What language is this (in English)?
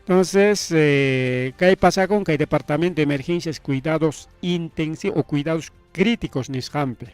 Ayacucho Quechua